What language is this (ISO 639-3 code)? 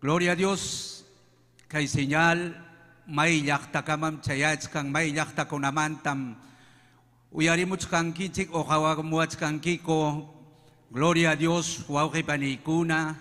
quy